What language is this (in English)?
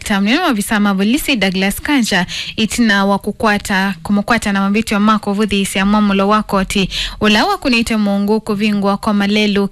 Kamba